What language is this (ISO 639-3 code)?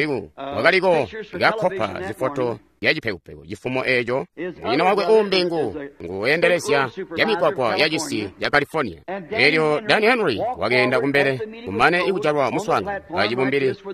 toi